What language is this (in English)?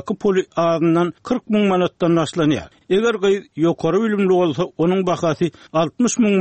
Turkmen